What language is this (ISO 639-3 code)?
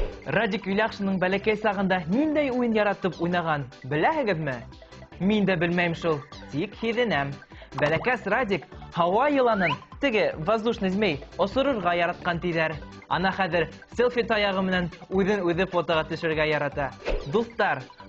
bak